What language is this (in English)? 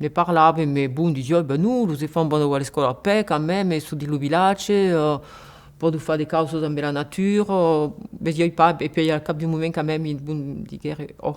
Occitan